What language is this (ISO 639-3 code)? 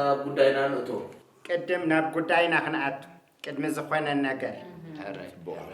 tir